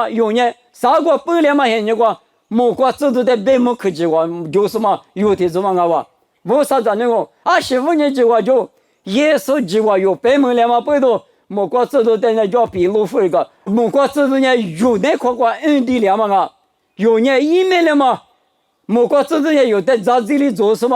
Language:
Lisu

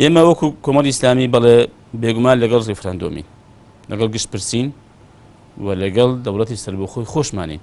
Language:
Central Kurdish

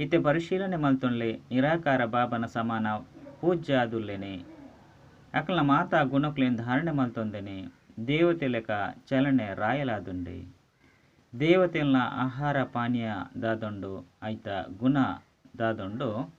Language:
Tulu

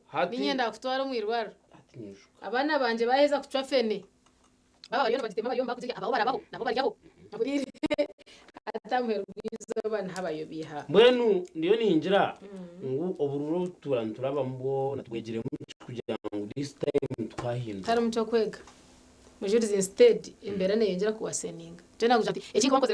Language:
Nyankole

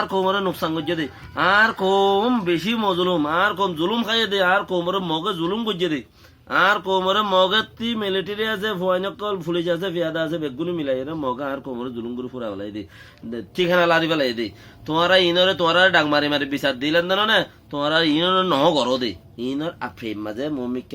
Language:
Rohingya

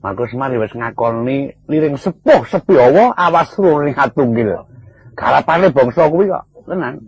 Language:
Javanese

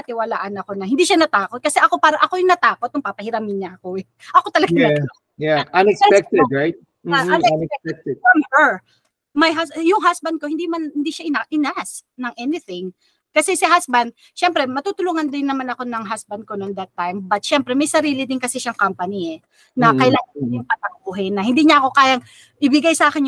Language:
Filipino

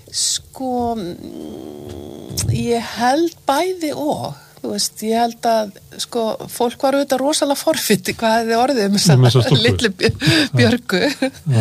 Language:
Icelandic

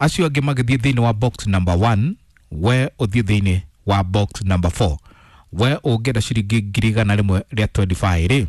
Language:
Kikuyu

